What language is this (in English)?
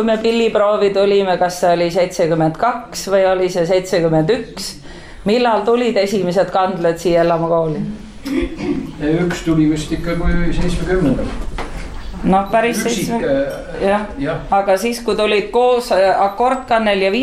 Estonian